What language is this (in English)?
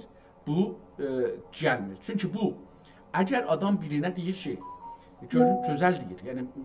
South Azerbaijani